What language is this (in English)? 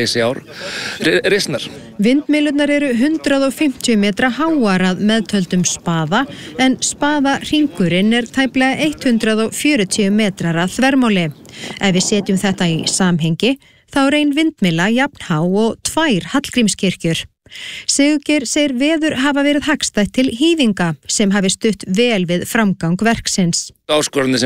Icelandic